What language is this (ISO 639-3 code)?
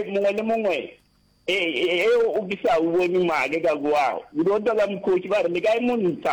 nso